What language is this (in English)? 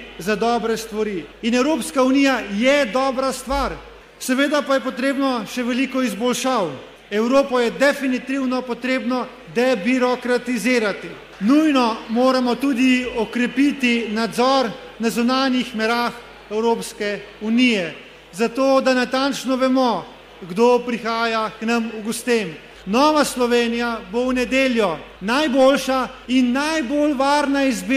Slovenian